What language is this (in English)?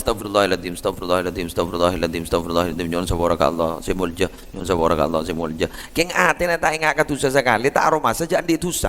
Madurese